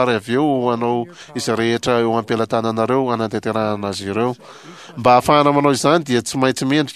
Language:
Malagasy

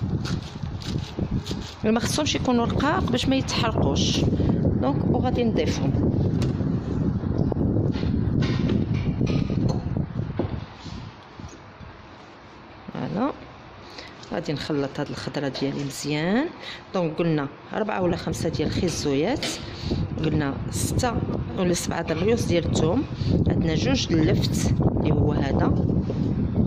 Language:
Moroccan Arabic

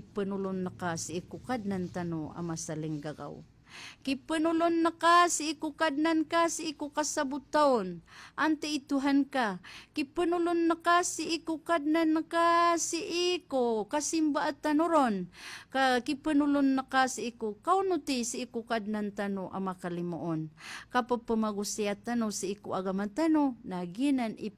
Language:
Maranao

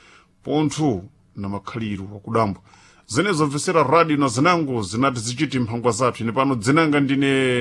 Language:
Sena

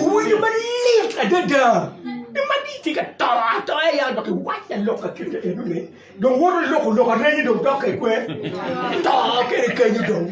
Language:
Acoli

